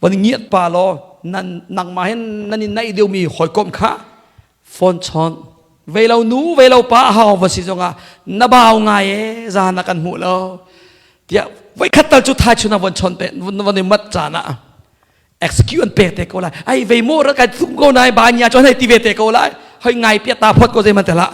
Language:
Hakha Chin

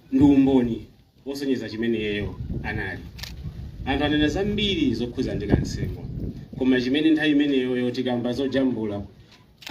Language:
Nyanja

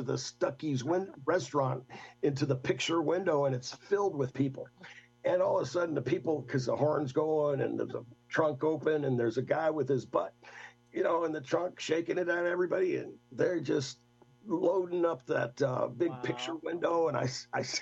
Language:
English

